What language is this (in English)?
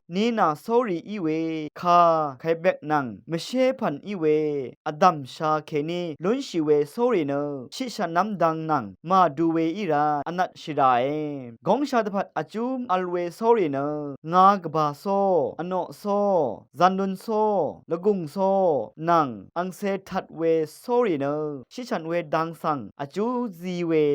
Rawang